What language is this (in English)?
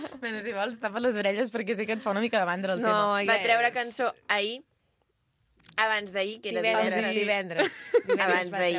Catalan